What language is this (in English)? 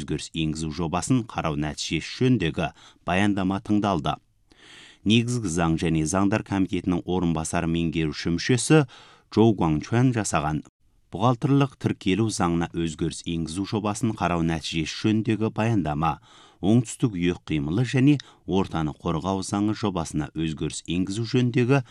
Kazakh